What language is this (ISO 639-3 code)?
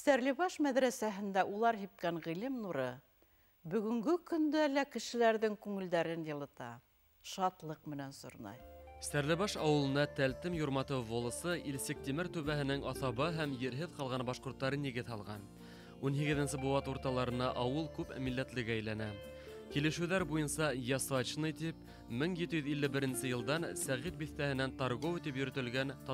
bak